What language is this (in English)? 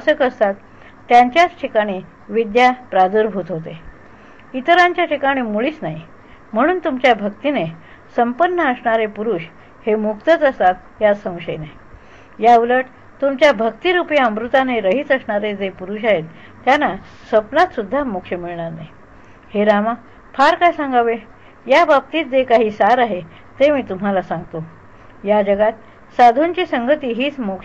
Marathi